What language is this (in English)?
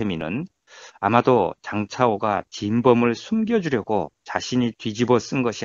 Korean